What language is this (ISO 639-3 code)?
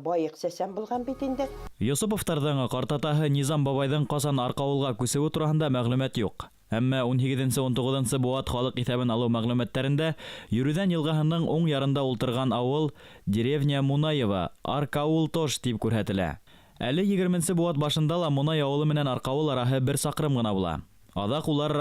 bak